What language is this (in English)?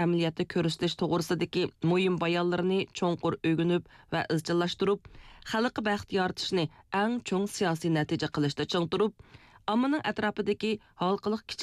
Uyghur